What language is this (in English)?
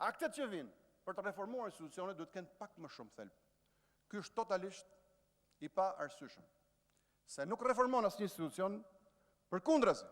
Albanian